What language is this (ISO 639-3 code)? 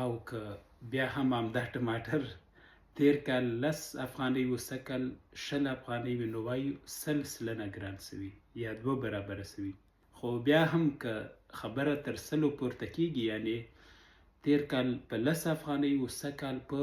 pus